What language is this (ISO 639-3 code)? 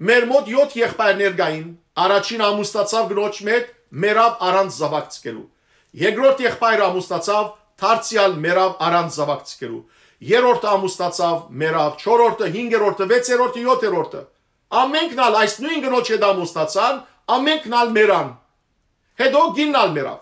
hyw